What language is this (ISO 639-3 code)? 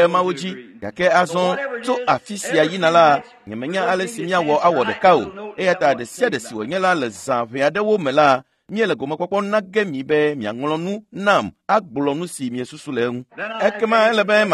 ewe